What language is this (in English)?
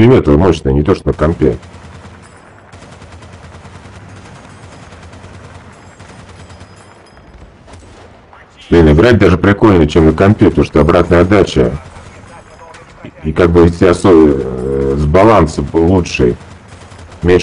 Russian